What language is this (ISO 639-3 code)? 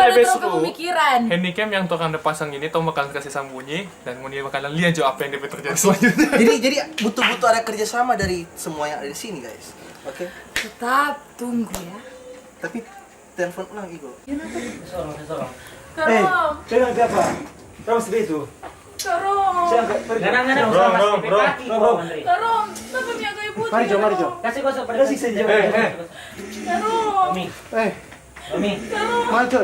xmm